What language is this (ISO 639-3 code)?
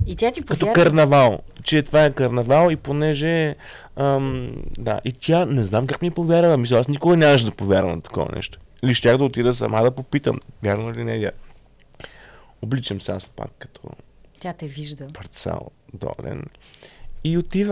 bul